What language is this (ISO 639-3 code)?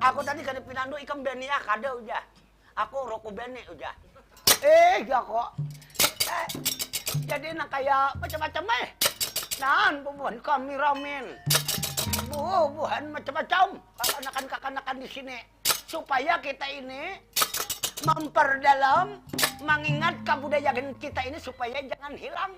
bjn